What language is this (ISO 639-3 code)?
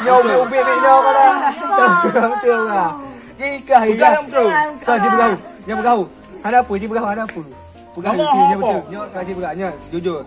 ace